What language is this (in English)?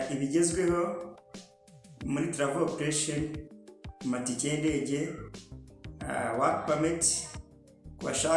Kinyarwanda